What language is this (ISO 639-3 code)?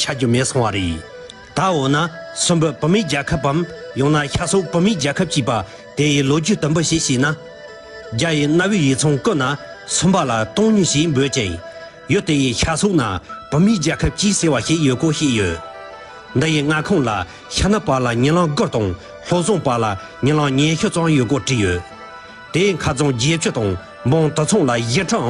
bod